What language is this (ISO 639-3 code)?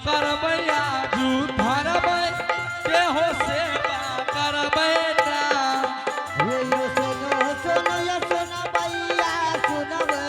anp